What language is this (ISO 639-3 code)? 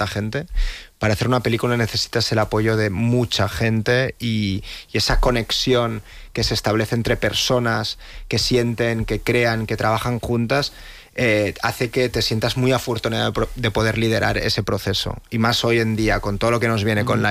spa